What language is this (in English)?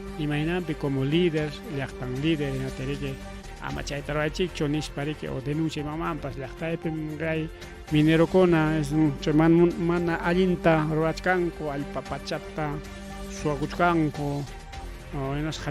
Ayacucho Quechua